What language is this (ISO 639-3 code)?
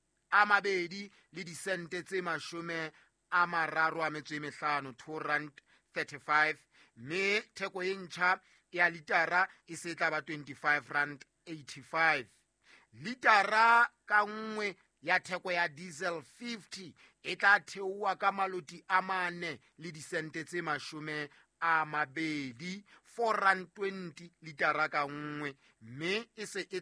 sot